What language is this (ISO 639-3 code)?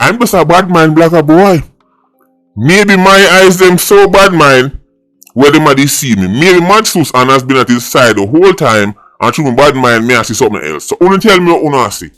jam